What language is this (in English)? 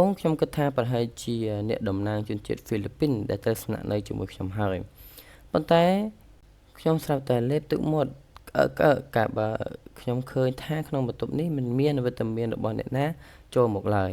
Khmer